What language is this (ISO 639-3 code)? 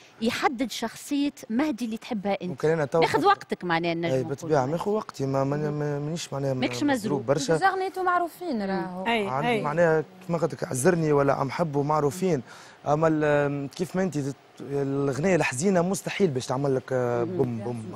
aeb